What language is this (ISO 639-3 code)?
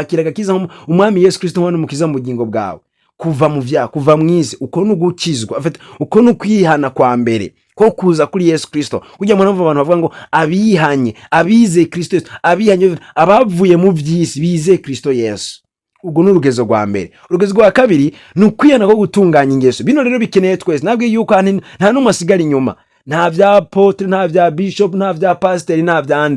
run